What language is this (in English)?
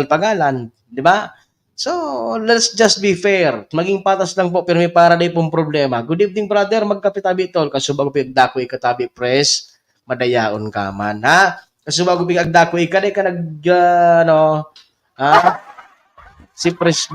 Bikol